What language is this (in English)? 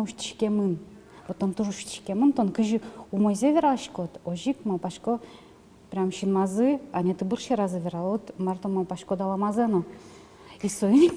Udmurt